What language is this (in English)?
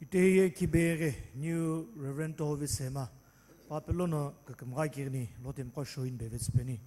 Sumi Naga